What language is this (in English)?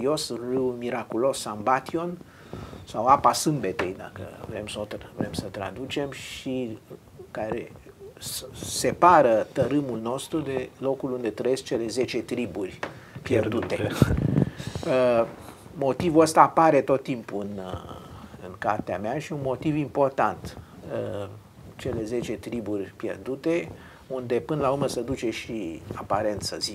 Romanian